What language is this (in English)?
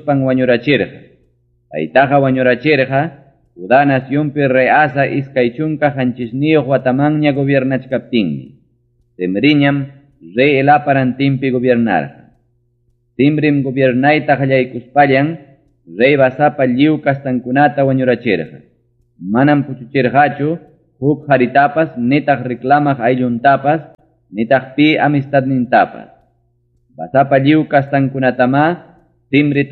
Ayacucho Quechua